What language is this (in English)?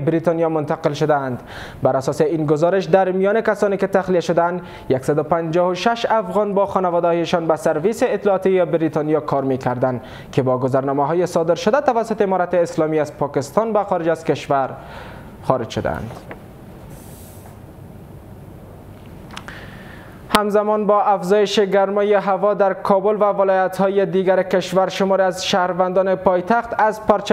Persian